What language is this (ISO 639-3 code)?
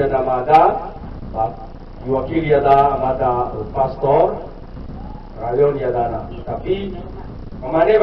nia